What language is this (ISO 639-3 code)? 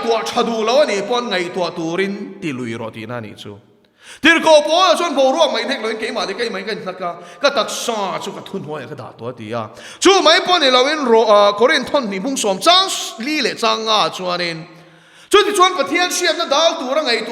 lus